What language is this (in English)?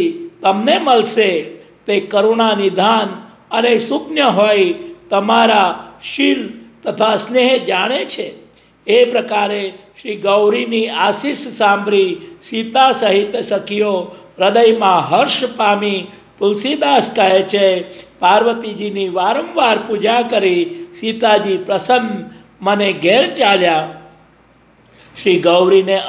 Gujarati